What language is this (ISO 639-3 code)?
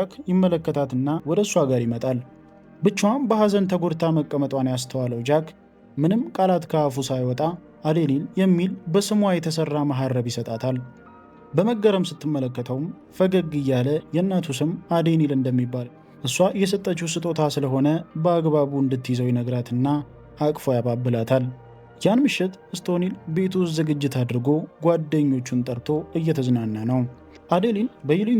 amh